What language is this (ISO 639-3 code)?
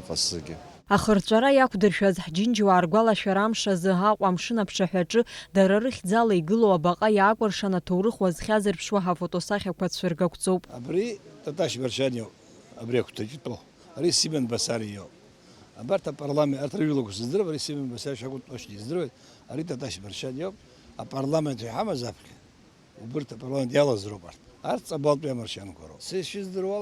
abk